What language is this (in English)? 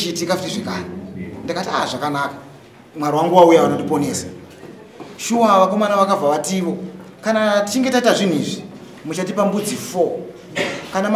Shona